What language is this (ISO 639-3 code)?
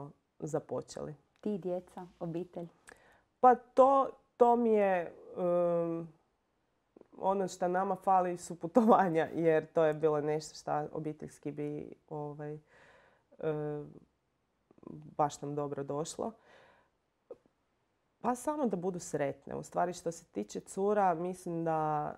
hrv